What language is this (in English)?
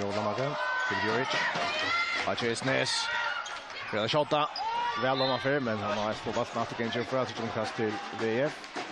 Faroese